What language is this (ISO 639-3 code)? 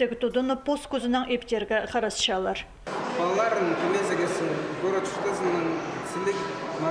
kjh